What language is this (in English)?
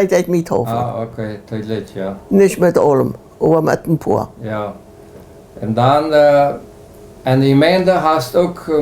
Plautdietsch